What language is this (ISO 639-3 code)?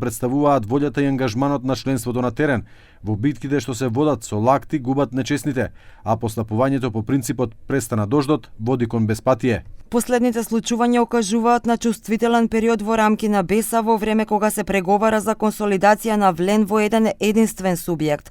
mkd